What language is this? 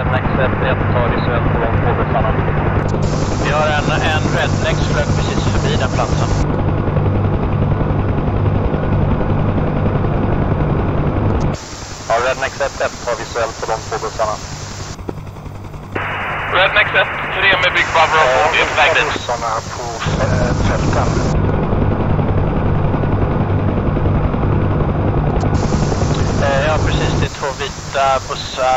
Swedish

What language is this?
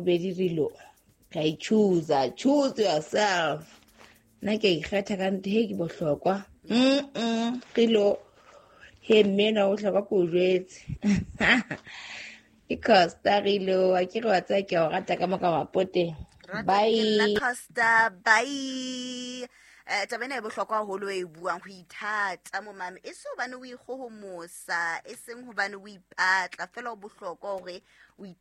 Southern Sotho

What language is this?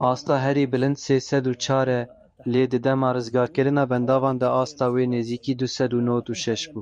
Kurdish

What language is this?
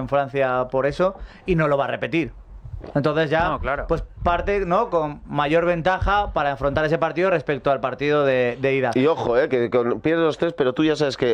Spanish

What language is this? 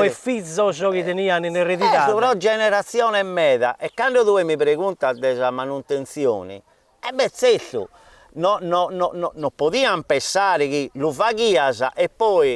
Sardinian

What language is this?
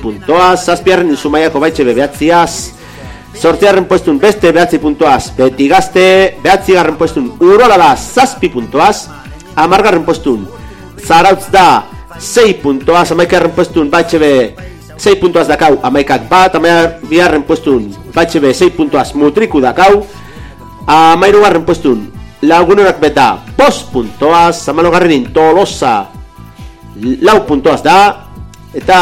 Basque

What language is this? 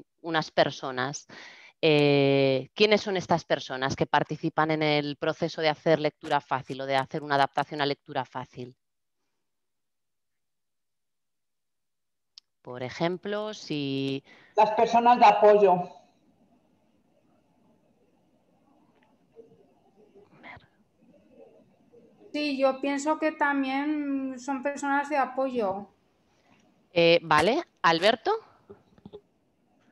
Spanish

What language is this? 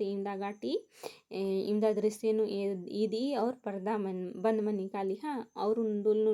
Kurukh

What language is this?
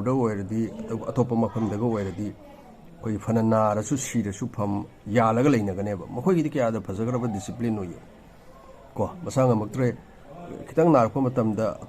Manipuri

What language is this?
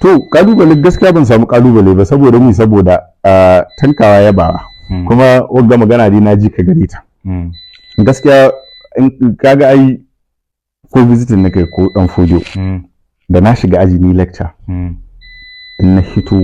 Hausa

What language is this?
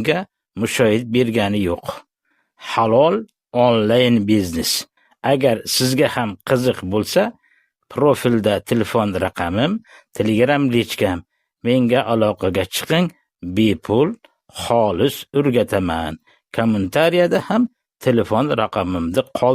Uzbek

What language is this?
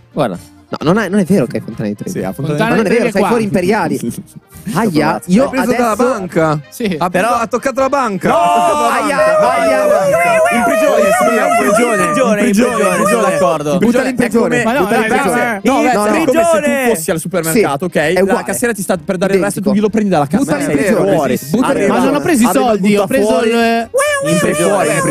Italian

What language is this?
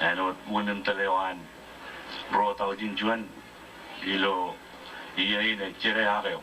Marshallese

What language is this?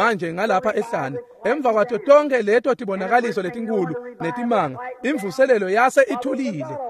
Swati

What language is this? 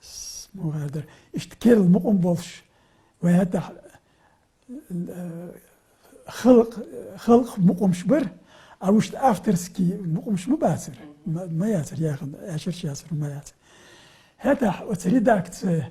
Chechen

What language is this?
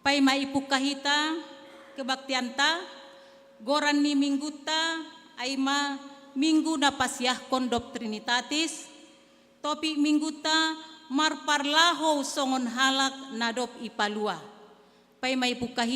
Batak Simalungun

